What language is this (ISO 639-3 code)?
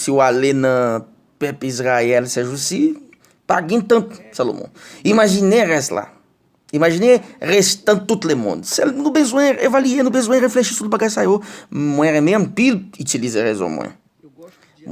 hat